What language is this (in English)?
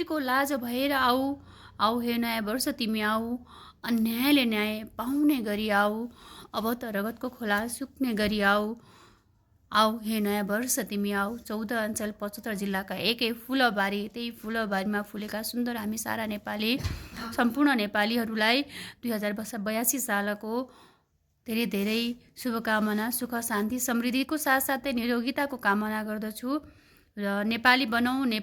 Nepali